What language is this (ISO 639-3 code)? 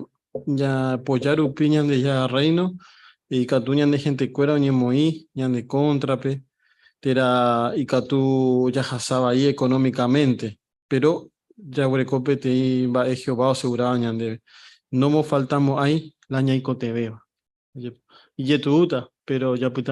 grn